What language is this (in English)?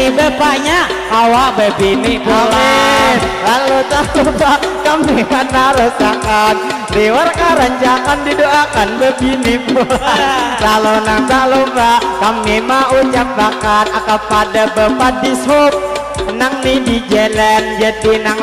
Banjar